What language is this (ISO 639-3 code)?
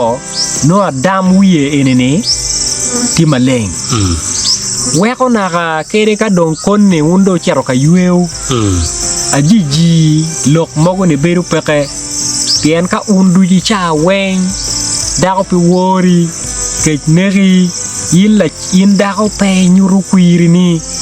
ach